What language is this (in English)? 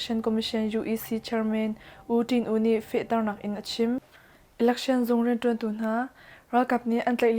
Hakha Chin